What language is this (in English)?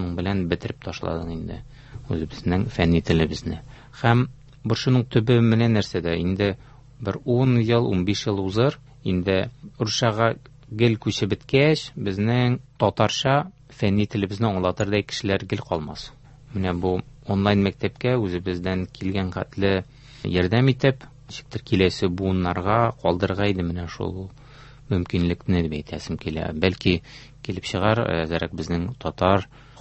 Tatar